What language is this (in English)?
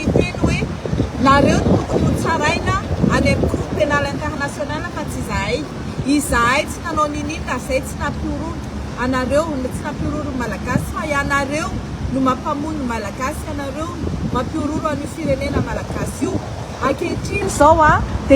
Malagasy